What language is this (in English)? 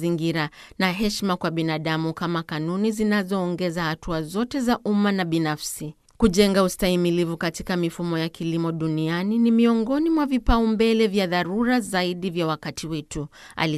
Swahili